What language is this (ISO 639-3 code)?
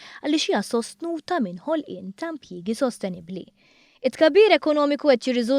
mlt